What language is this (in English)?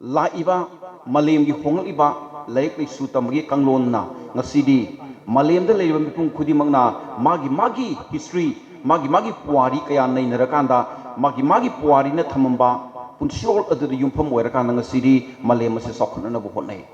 Manipuri